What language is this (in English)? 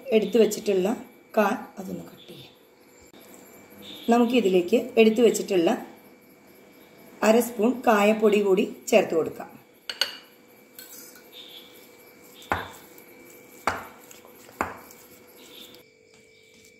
Malayalam